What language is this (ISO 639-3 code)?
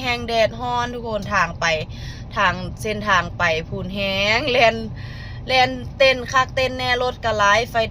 lao